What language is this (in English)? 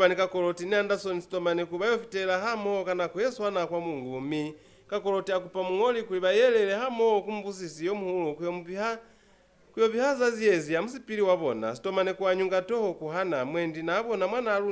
Lozi